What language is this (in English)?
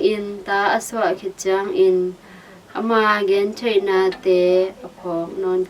Tedim Chin